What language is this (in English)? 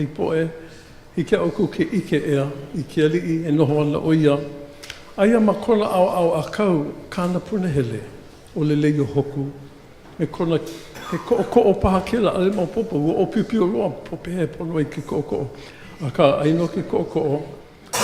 Hawaiian